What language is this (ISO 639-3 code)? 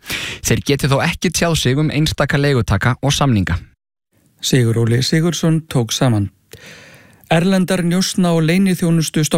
isl